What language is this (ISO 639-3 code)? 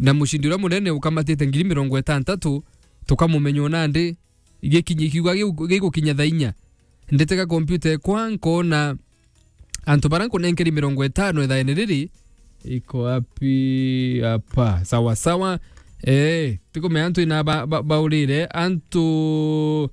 mer